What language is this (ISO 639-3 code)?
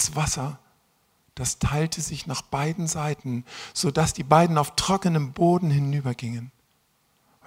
deu